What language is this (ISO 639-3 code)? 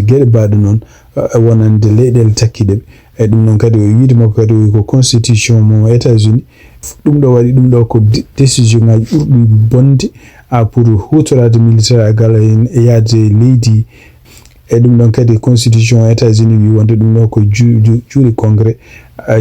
ful